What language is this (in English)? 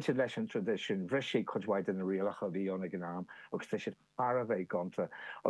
Irish